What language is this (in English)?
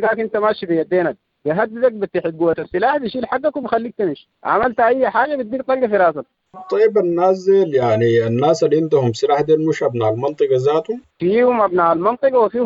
Sudanese Arabic